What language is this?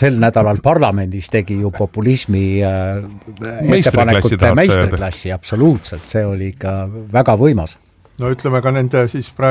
Estonian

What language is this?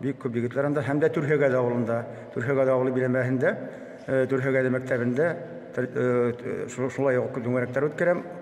Bashkir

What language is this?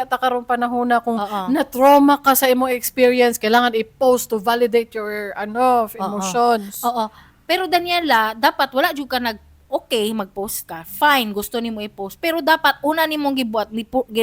Cebuano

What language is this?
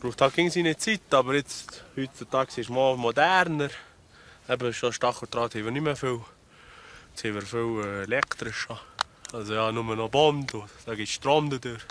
Swiss German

